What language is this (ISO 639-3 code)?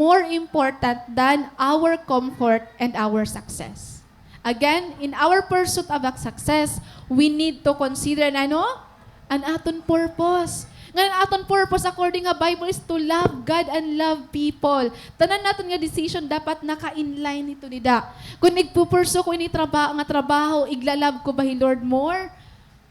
war